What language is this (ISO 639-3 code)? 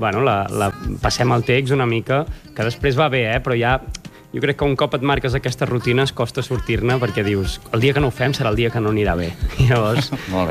cat